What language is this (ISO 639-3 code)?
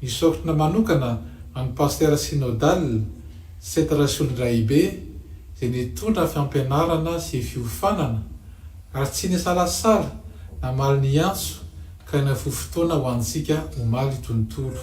mlg